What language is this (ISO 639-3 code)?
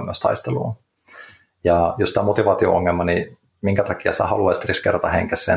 fin